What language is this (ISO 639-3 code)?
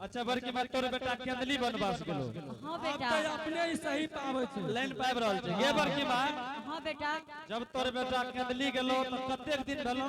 anp